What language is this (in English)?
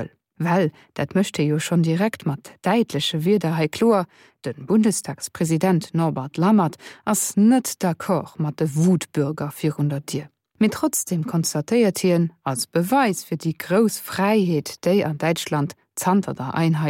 Luxembourgish